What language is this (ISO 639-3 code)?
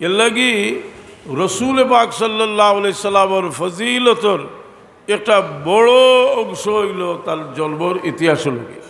syl